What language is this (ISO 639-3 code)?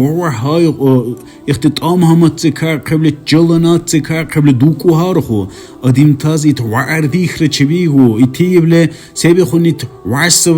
dar